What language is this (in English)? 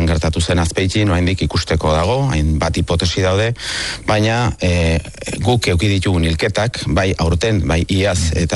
Basque